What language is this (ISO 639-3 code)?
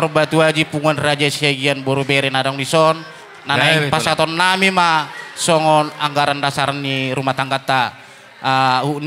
bbc